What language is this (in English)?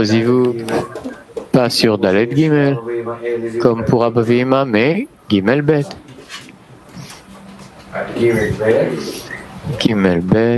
French